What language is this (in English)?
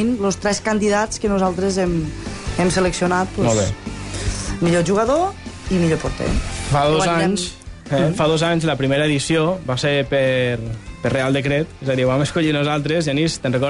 Catalan